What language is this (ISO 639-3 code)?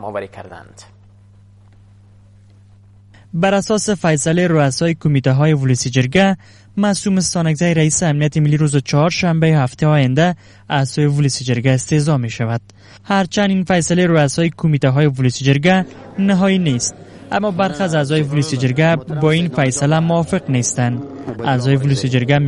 fas